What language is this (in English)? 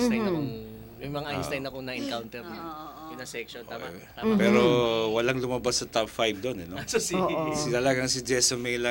Filipino